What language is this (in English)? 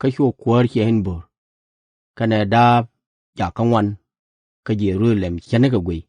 Nuer